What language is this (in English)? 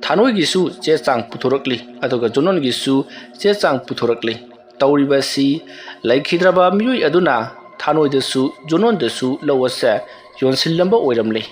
Manipuri